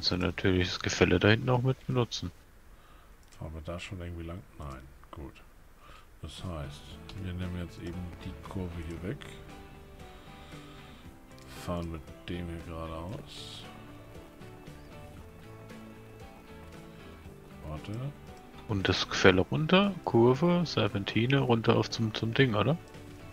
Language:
German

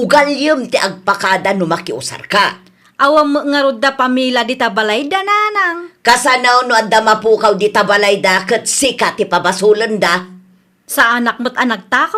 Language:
Iloko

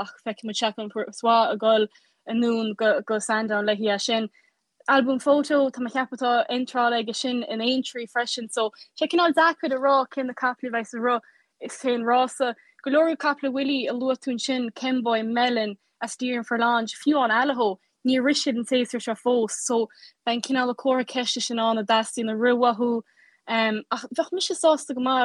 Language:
Irish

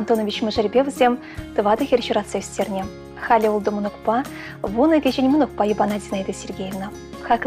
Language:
Chuvash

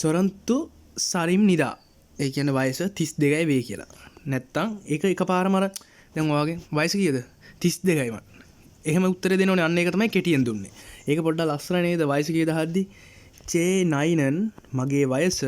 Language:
Sinhala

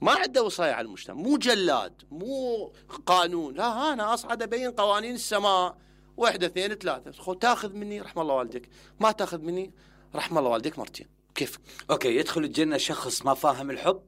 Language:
Mesopotamian Arabic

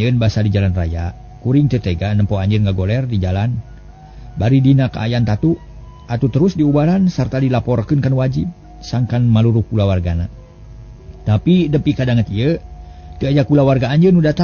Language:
Sundanese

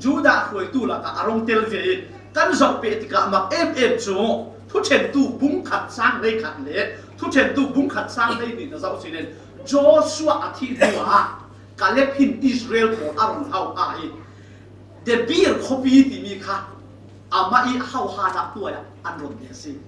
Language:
Falam Chin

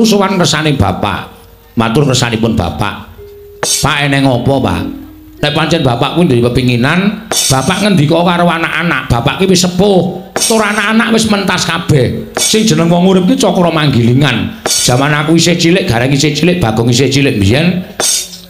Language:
Javanese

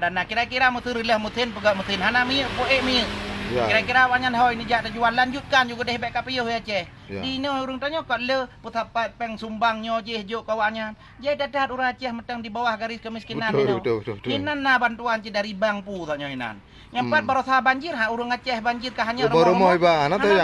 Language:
Achinese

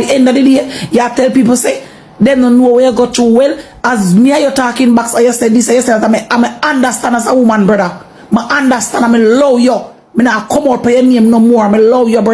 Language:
Jamaican Creole English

